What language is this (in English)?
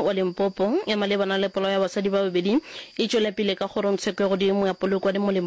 Northern Sotho